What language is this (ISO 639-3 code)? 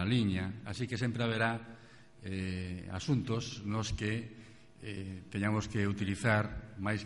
glg